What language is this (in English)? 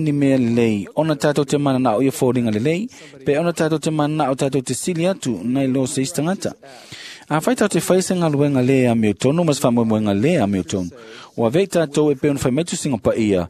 Samoan